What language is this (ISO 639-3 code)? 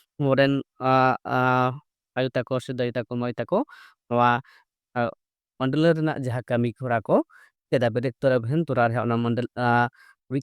sat